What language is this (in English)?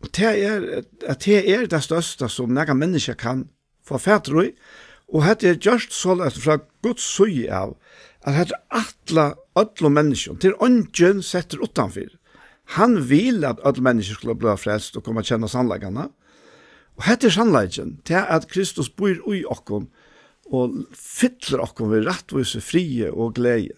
Faroese